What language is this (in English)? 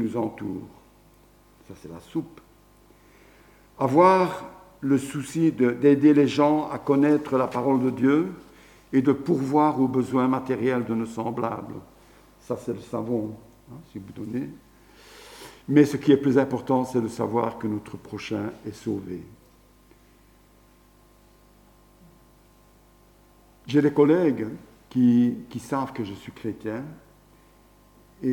French